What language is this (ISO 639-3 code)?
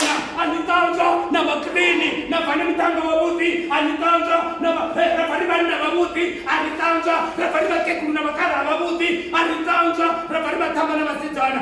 ven